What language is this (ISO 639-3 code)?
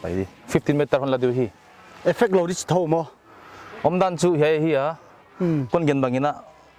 pck